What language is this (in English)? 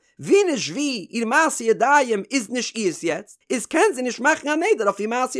Yiddish